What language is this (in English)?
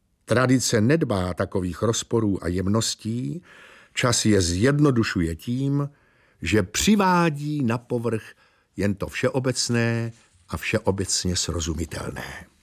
Czech